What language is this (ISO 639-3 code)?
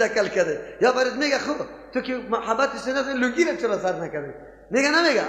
fas